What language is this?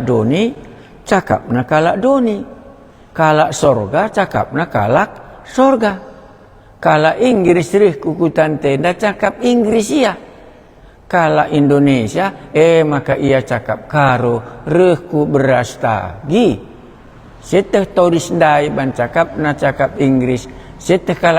Batak Karo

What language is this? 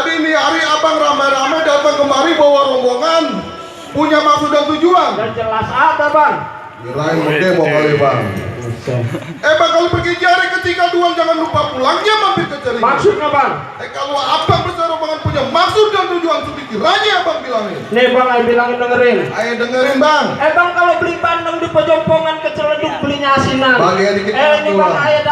Betawi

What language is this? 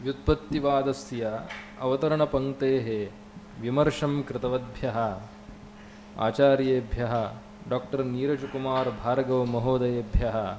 Sanskrit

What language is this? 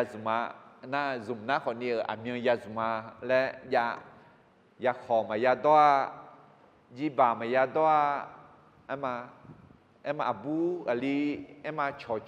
Akha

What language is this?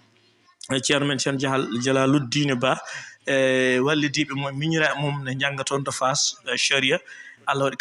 Fula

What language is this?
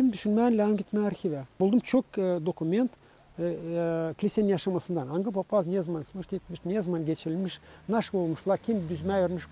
Gagauz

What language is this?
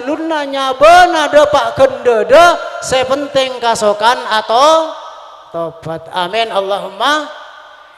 Madurese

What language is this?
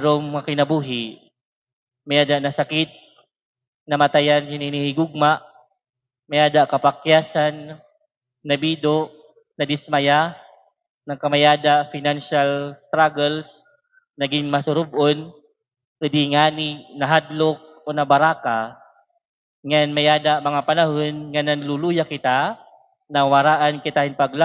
Waray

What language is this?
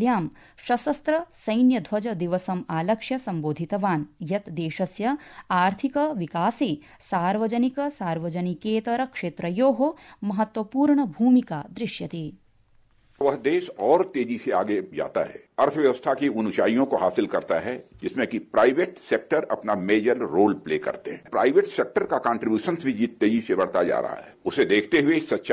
Sanskrit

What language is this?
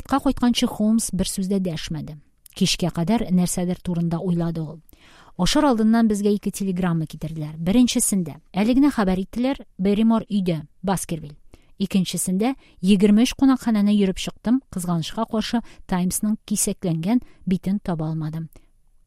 Tatar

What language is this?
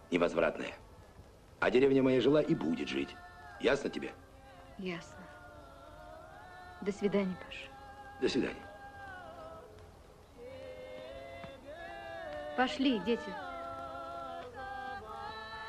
Russian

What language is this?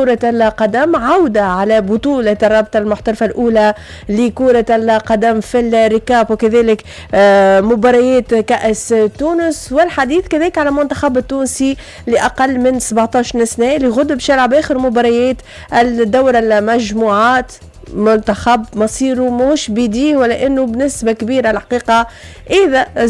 Tunisian Arabic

